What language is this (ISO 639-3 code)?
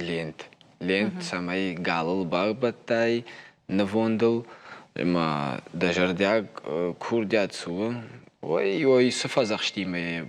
oss